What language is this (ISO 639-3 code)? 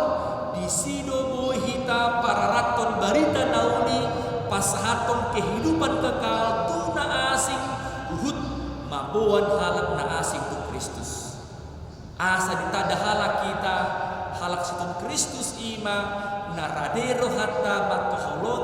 bbc